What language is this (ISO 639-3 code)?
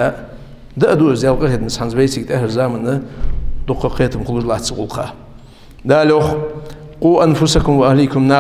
inh